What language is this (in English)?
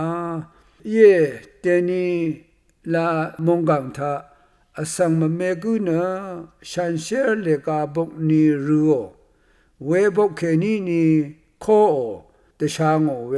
Rawang